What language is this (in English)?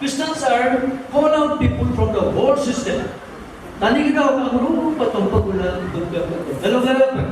Adi